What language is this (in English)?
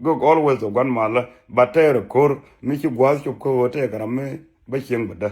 Nuer